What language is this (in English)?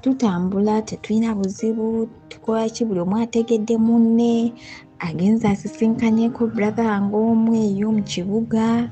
Ganda